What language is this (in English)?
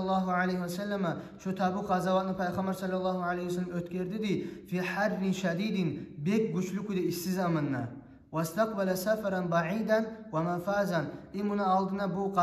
Kumyk